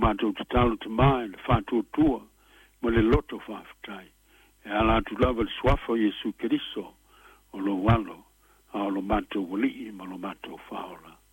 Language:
Samoan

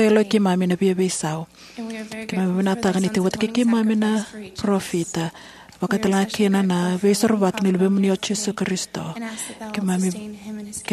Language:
Fijian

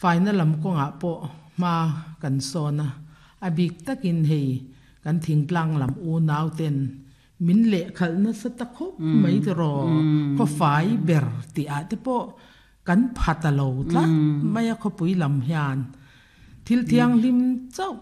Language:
Mizo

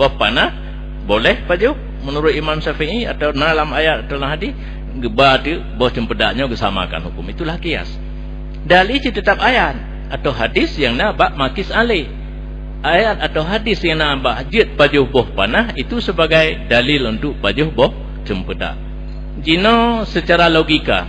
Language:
Achinese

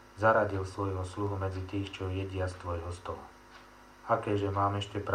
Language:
Slovak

